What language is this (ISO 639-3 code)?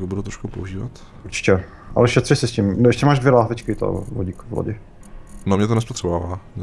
ces